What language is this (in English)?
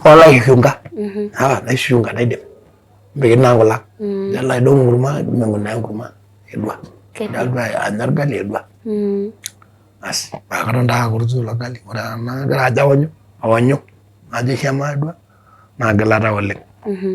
Masai